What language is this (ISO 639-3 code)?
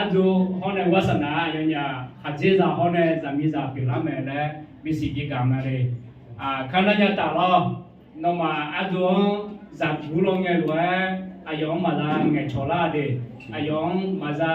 ahk